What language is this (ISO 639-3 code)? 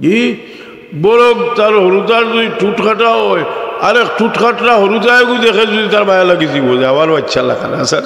syl